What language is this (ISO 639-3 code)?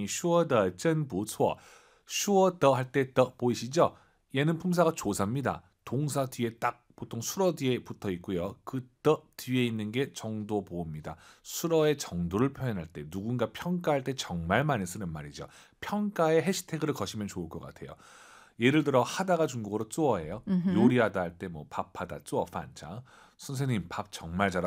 kor